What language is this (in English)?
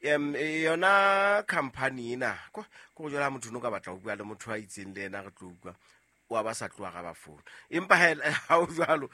Southern Sotho